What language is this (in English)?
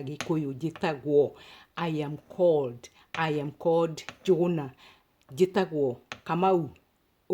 Kikuyu